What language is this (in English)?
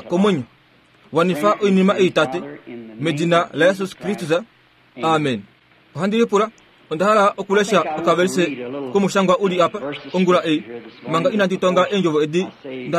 Kuanyama